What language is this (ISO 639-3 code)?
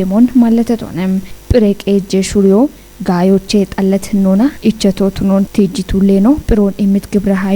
kbr